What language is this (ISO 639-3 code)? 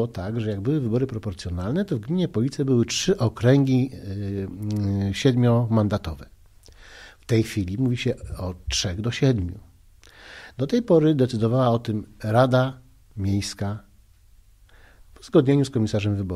pol